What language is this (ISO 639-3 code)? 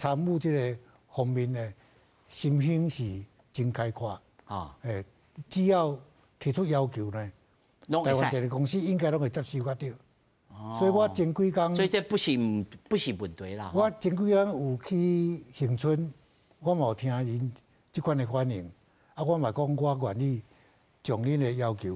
nan